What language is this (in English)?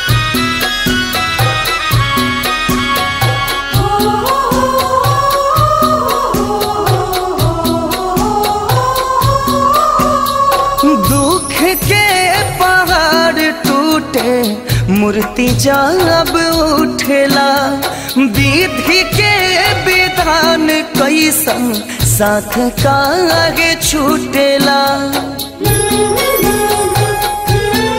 Bhojpuri